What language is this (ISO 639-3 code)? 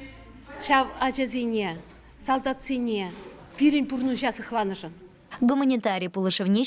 chv